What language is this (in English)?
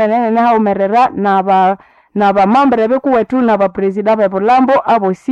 Nande